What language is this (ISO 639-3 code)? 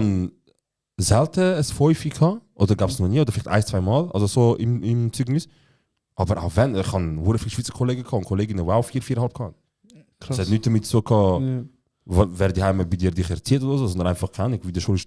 gsw